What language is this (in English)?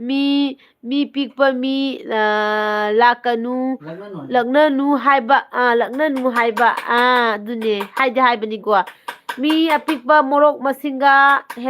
Manipuri